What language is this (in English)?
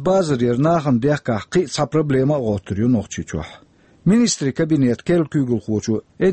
Chechen